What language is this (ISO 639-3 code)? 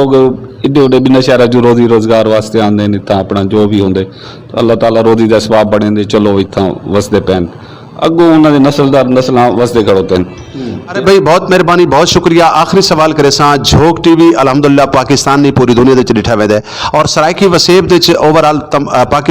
skr